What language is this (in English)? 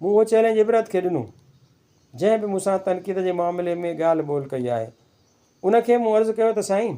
Sindhi